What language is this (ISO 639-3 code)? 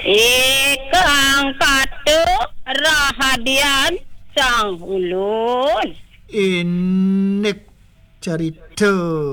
ban